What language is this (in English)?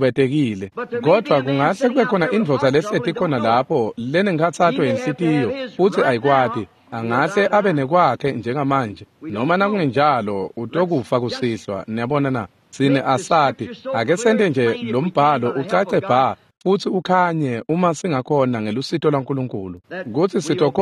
Swati